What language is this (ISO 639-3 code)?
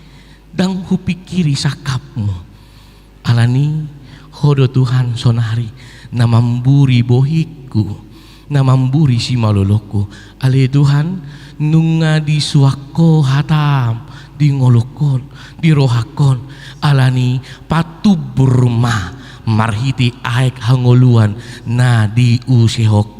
bbc